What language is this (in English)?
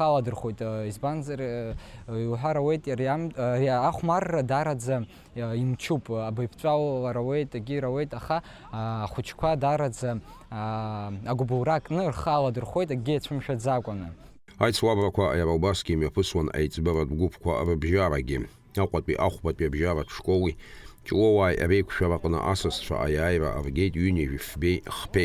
Abkhazian